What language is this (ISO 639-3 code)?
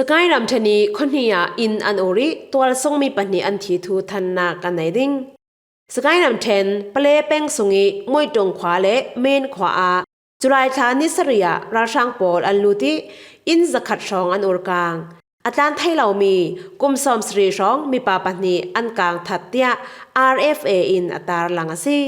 cfm